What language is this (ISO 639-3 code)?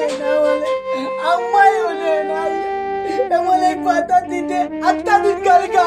syl